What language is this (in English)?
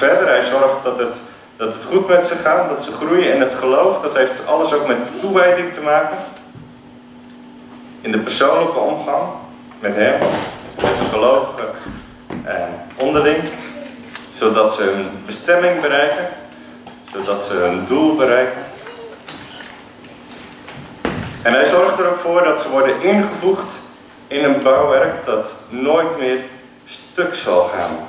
Dutch